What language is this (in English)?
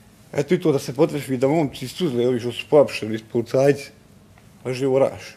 Bosnian